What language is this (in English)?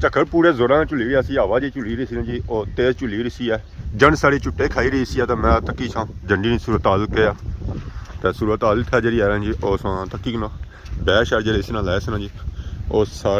Pahari-Potwari